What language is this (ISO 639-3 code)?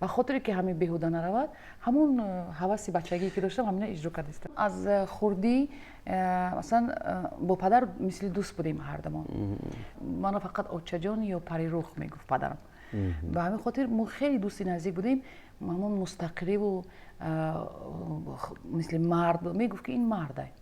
tgk